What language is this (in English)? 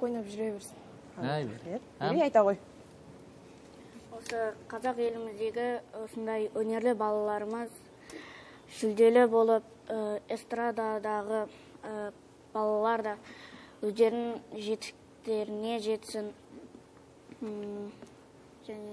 Kazakh